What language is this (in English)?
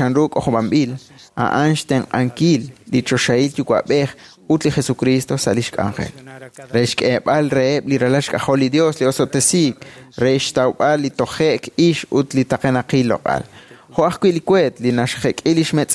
Kekchí